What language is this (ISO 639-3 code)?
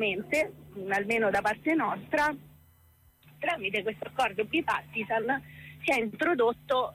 ita